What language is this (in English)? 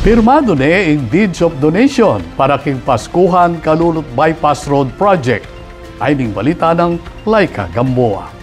Pampanga